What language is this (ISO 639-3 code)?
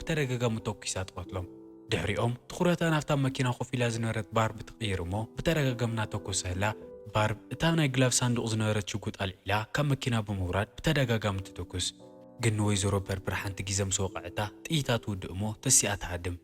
tir